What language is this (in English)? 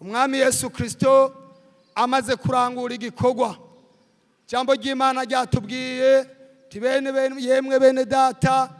Rundi